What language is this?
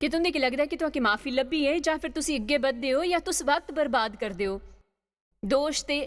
Dogri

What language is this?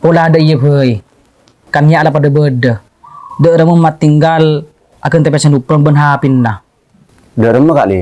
Madurese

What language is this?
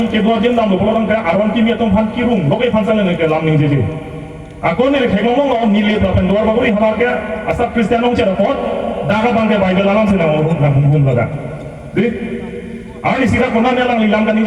Karbi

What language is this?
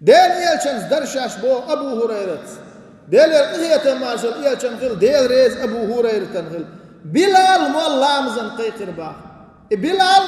Chechen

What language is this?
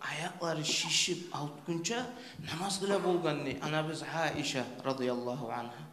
Kumyk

